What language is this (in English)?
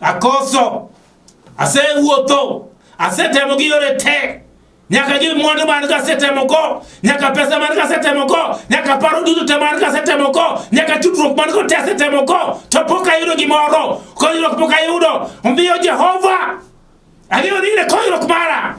Luo (Kenya and Tanzania)